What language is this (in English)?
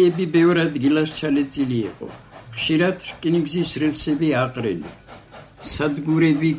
Georgian